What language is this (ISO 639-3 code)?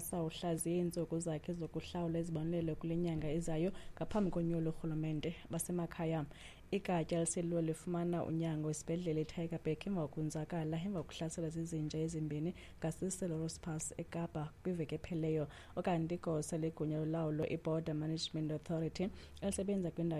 xho